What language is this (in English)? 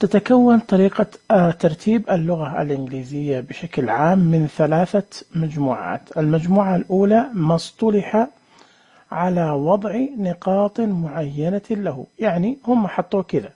Najdi Arabic